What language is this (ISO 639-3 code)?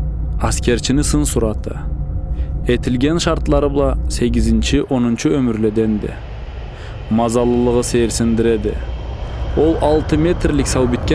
krc